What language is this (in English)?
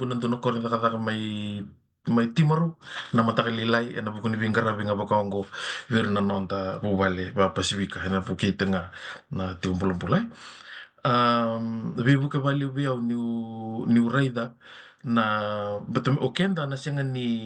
Fijian